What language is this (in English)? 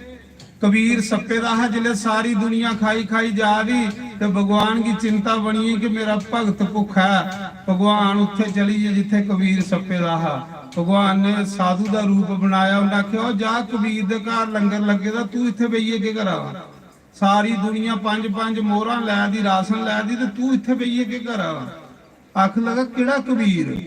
Dogri